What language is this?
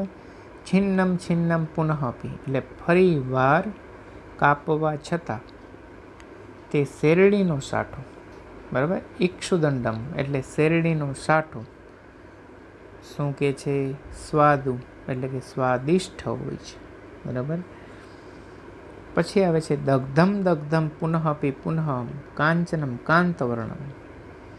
Gujarati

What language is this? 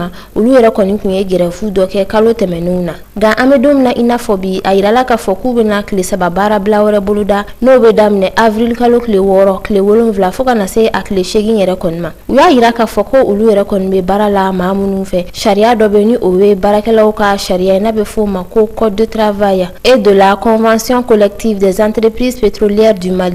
Bambara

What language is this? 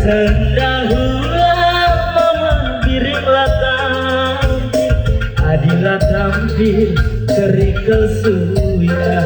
Batak Karo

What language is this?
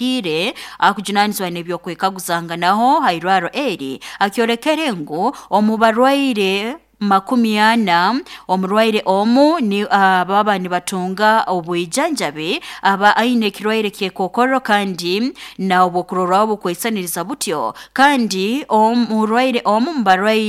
Nyoro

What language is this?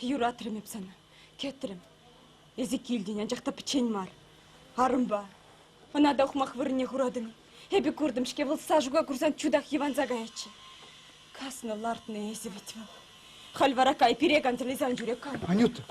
Chuvash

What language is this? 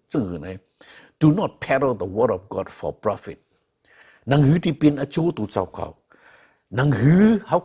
Shan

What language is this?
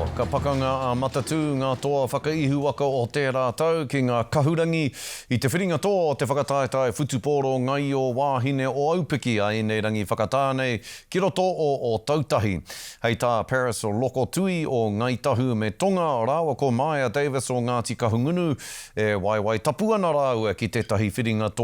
Māori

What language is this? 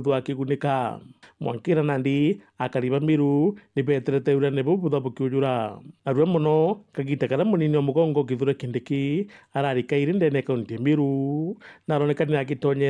Meru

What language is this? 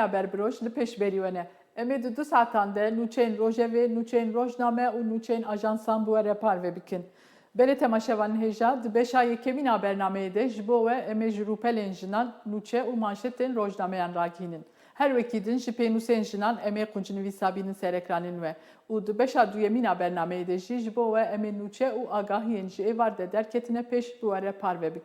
Kurdish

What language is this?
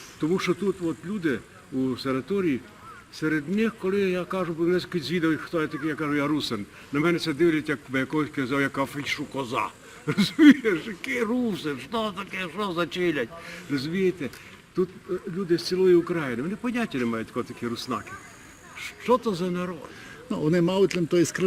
Rusyn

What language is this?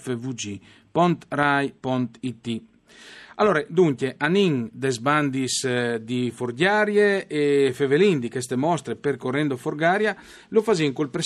Friulian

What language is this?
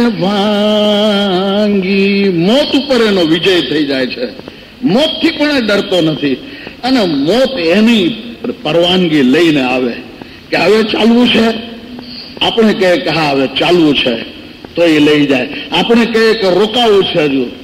Gujarati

